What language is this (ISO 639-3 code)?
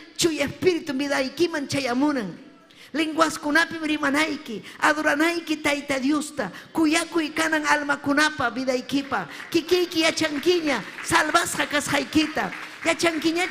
quy